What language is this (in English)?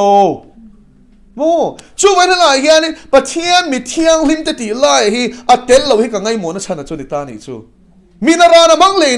Mizo